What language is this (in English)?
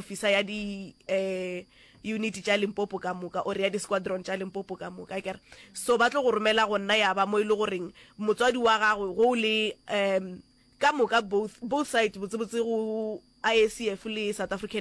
Northern Sotho